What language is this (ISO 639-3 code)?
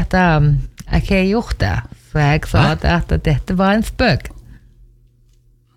nor